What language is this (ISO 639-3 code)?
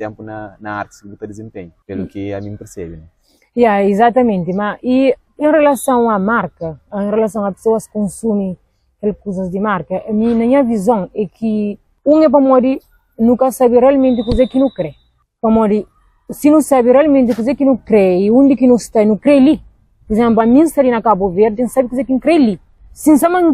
kea